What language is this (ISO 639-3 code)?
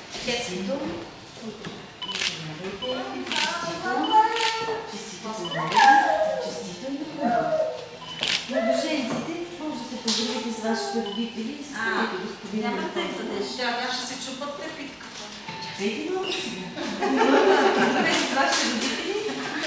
bul